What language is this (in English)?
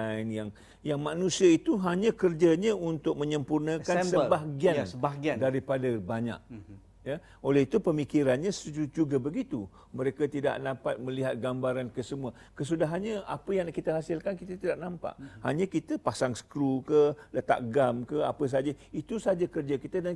Malay